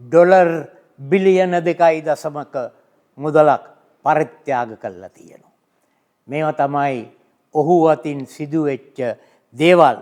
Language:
Sinhala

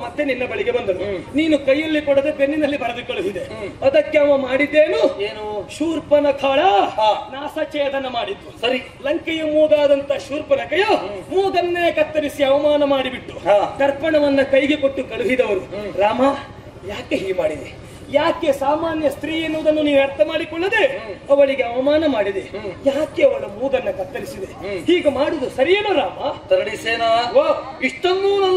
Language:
Kannada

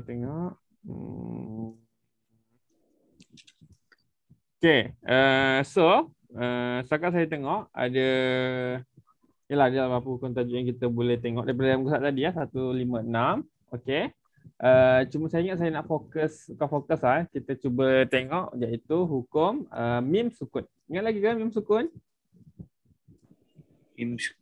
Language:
Malay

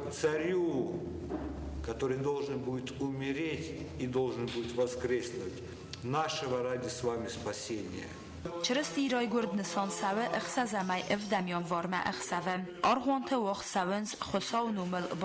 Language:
Ossetic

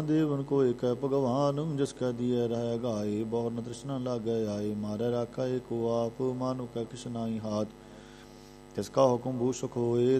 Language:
Punjabi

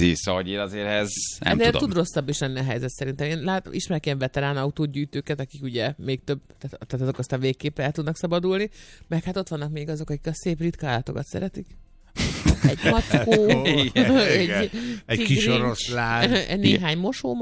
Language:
Hungarian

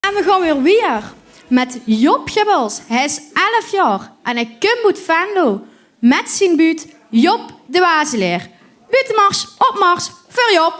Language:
Limburgish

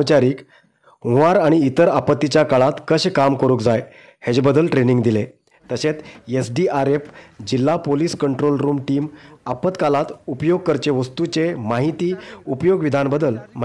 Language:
Konkani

